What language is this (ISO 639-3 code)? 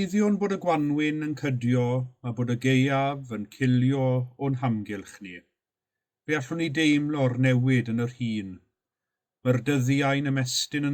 cym